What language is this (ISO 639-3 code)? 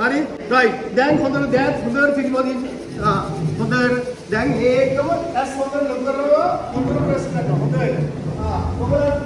sin